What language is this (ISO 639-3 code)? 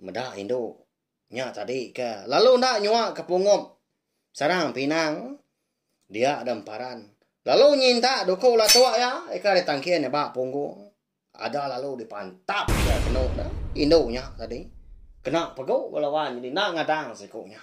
iba